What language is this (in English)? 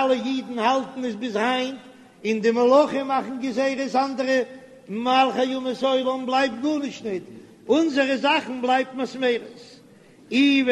Yiddish